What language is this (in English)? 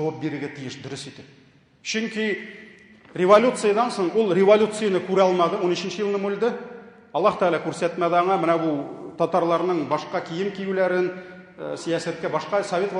Tatar